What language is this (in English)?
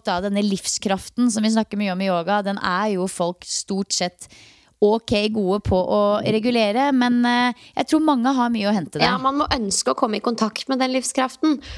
Norwegian